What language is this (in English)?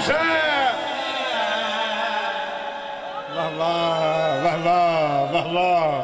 Urdu